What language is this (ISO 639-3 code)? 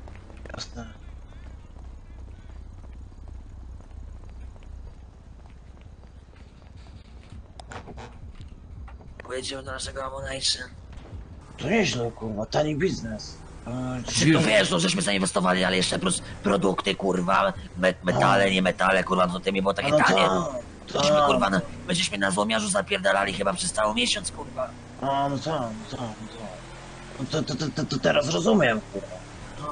pol